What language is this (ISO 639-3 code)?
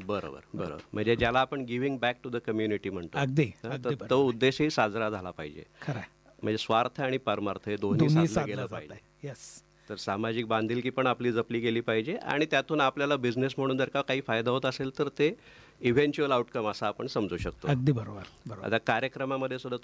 mar